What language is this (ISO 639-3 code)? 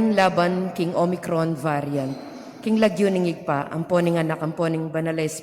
pam